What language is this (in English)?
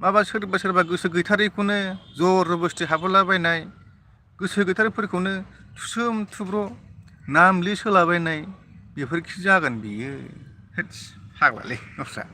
Bodo